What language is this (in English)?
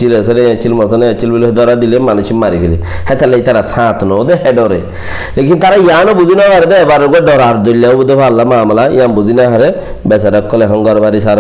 Rohingya